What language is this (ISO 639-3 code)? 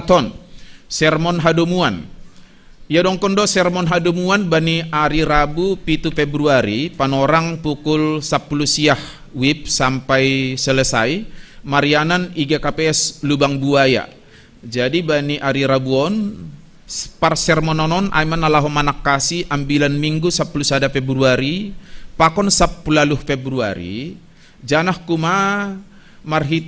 bts